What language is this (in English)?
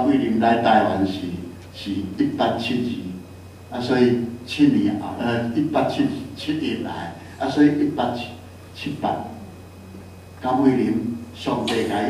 Min Nan Chinese